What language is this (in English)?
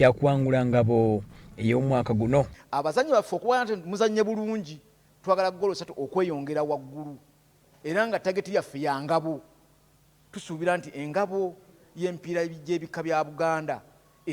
Ganda